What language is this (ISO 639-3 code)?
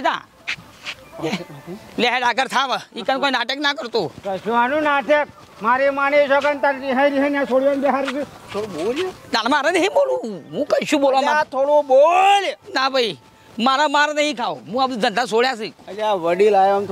guj